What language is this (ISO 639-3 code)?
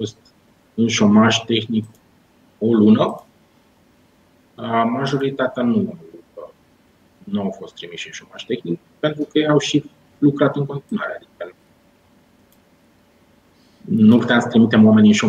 ron